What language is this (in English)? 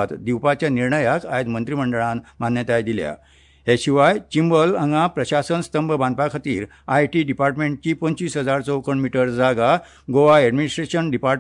Konkani